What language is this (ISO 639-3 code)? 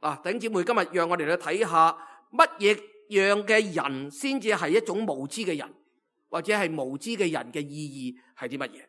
yue